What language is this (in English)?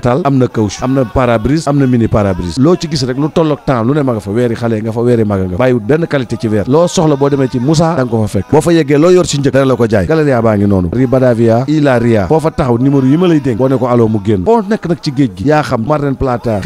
Wolof